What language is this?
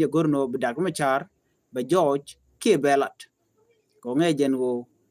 Nuer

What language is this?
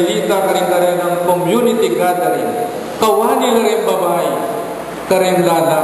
Pampanga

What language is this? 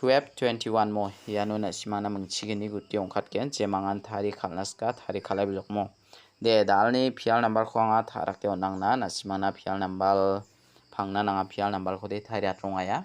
Garo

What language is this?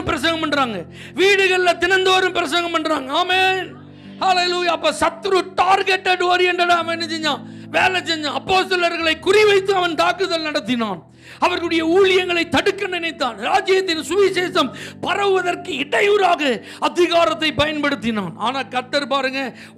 Tamil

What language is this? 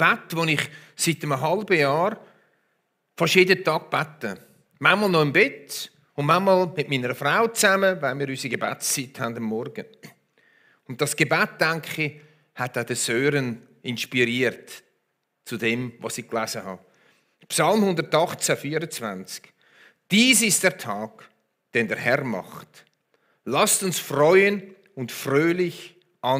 Swiss German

